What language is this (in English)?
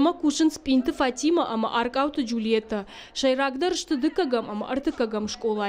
Ossetic